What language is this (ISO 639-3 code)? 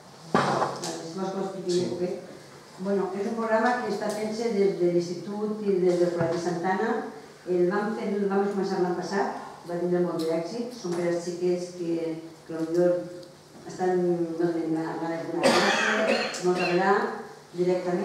cat